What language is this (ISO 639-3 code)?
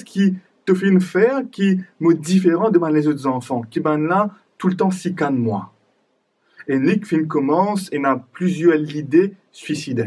mfe